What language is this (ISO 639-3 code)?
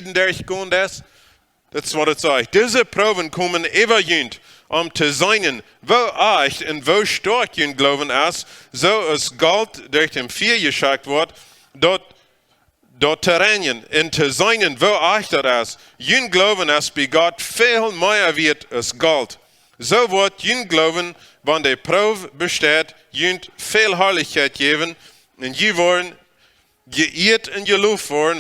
pdt